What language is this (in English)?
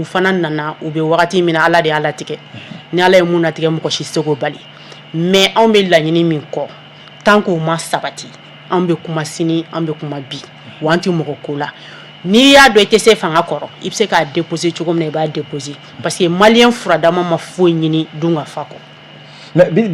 Bambara